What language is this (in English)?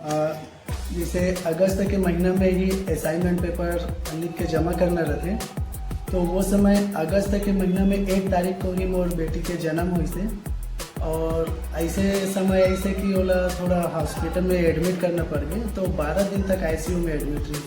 Chhattisgarhi